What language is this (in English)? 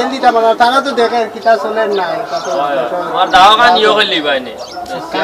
Sylheti